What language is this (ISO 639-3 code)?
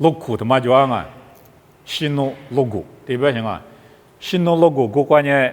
lis